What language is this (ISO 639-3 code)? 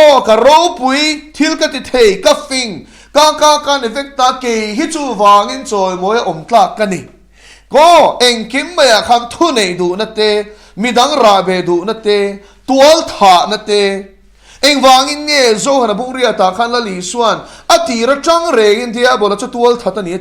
lus